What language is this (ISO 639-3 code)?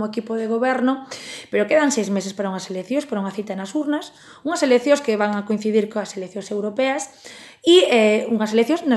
glg